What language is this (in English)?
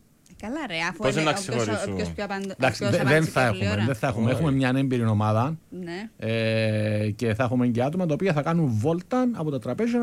Greek